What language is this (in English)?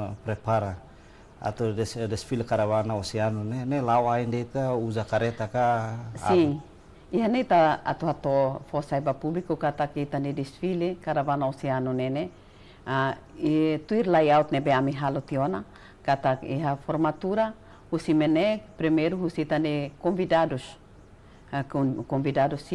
Tetum